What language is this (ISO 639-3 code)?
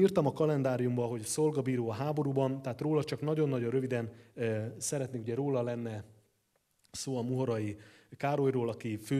hun